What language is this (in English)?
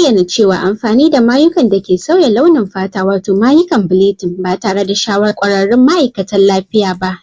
Hausa